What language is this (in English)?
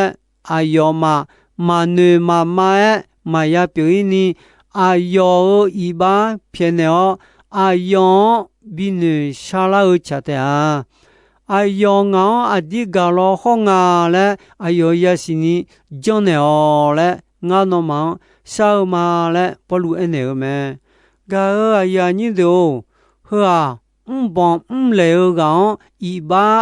Akha